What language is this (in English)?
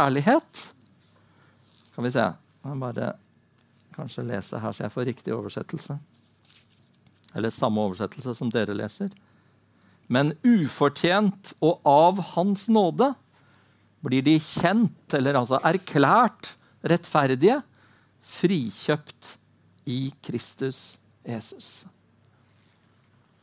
Norwegian